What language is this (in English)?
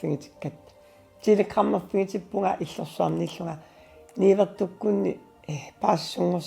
Kalaallisut